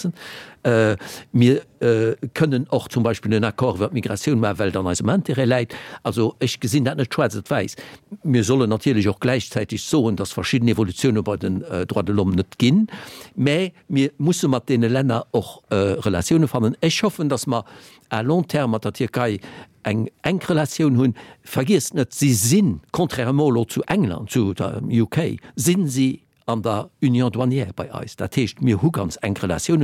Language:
Luxembourgish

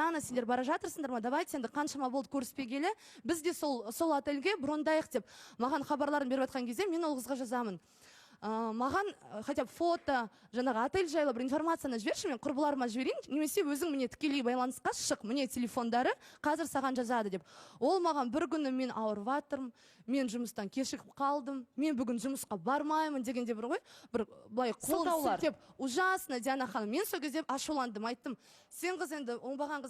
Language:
Kazakh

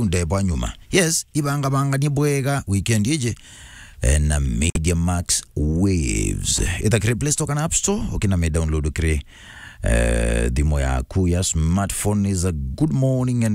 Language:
Meru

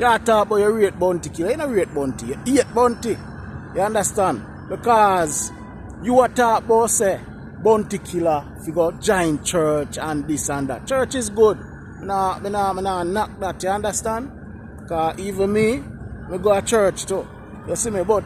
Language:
Jamaican Creole English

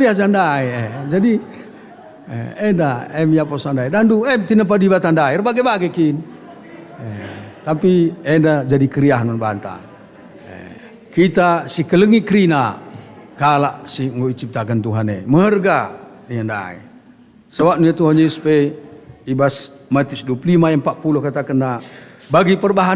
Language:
Batak Karo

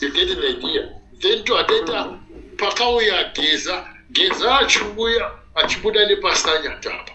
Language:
Shona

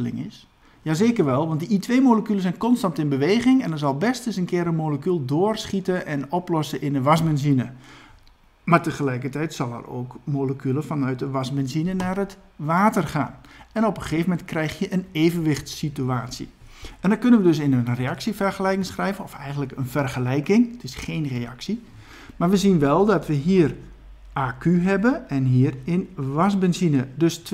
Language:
Dutch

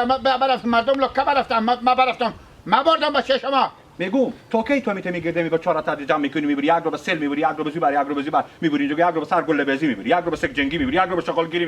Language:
Hazaragi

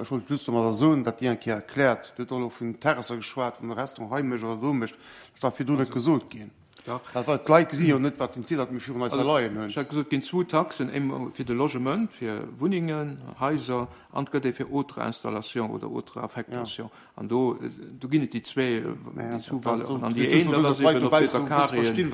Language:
Luxembourgish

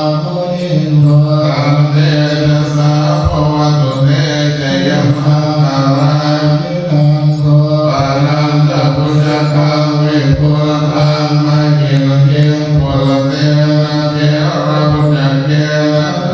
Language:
Pali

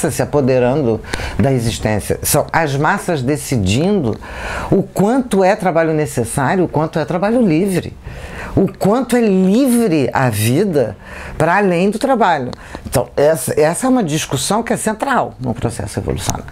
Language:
Portuguese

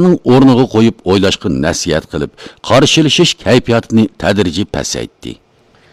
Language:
Uyghur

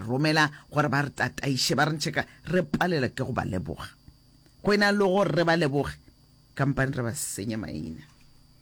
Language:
Northern Sotho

